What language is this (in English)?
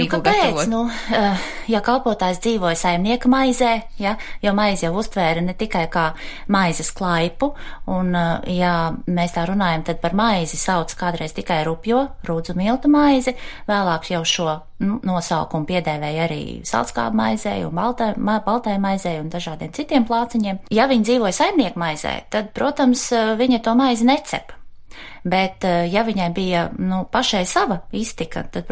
Latvian